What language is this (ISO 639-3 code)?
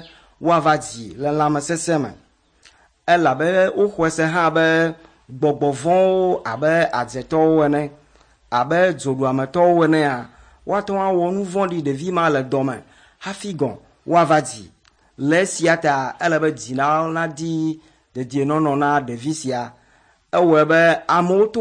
ewe